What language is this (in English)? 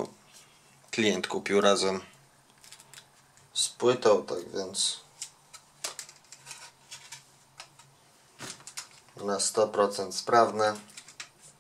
Polish